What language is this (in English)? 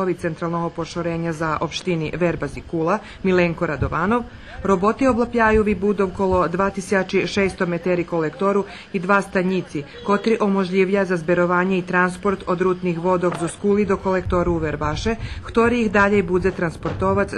Rusyn